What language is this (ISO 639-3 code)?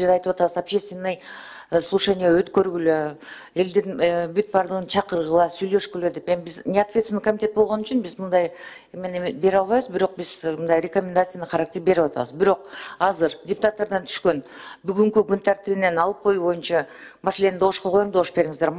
kir